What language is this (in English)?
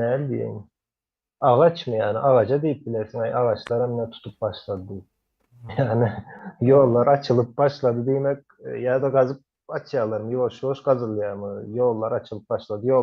Turkmen